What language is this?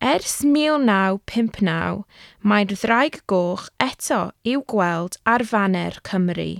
Welsh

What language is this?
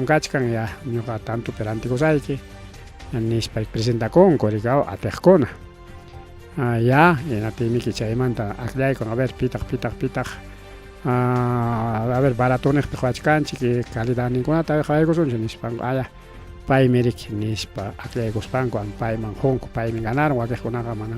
Ayacucho Quechua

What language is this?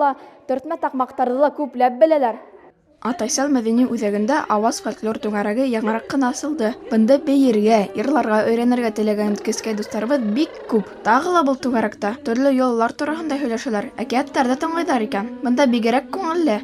Bashkir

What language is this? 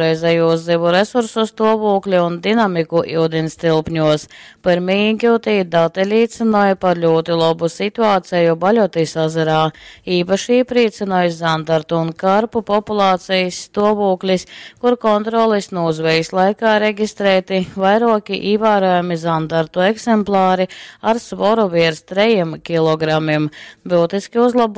Latgalian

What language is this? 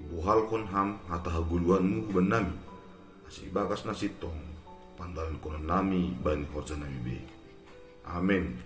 Batak Simalungun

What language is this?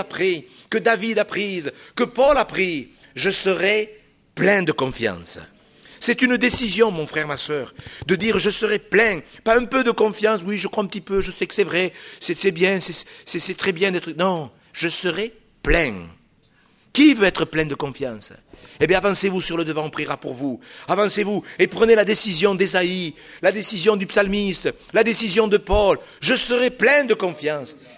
French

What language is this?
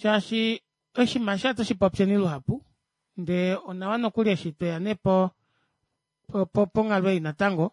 Kuanyama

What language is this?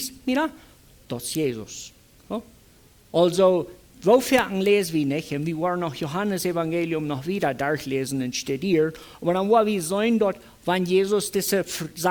Plautdietsch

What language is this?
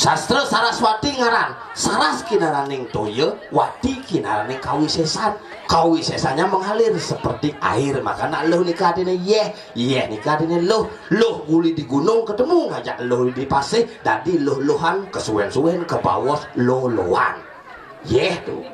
Balinese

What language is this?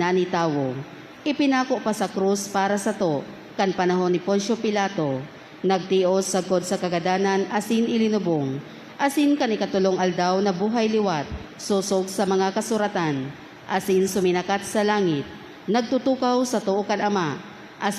Bikol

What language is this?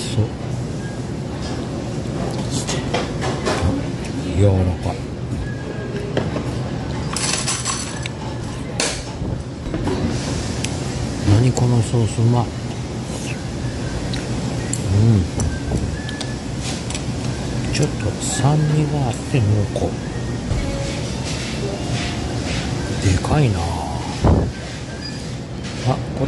Japanese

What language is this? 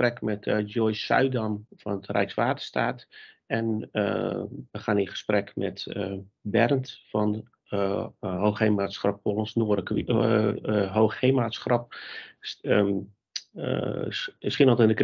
Dutch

